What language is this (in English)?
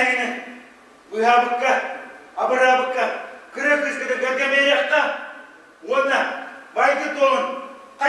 Yakut